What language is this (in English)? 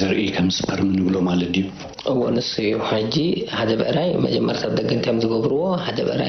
Tigrinya